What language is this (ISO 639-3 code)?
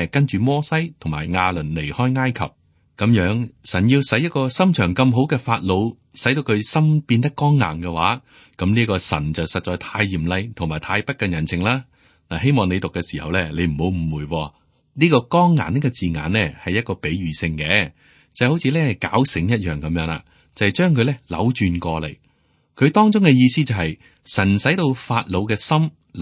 yue